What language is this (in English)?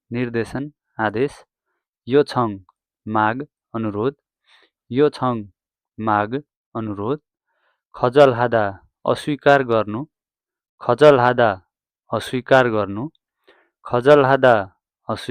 Nepali